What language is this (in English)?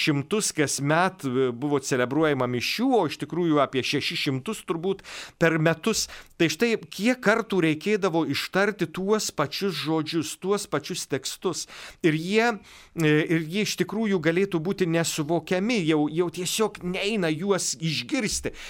Lithuanian